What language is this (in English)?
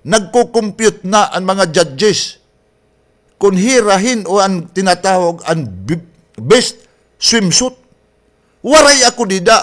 Waray